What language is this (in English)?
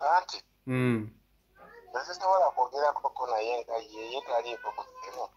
Ganda